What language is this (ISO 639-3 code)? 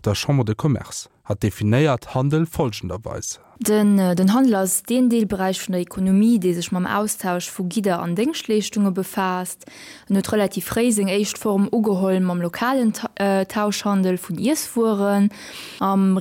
ltz